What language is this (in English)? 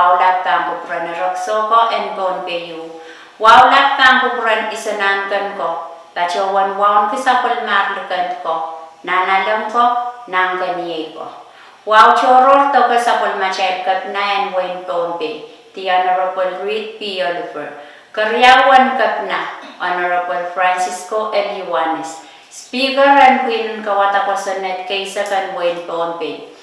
Pohnpeian